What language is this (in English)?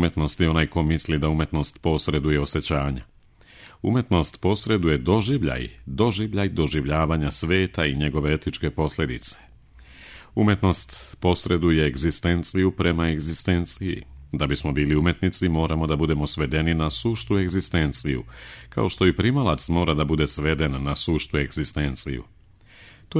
Serbian